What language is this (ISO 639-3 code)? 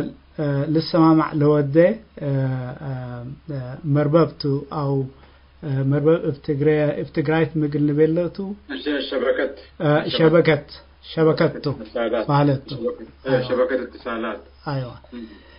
tig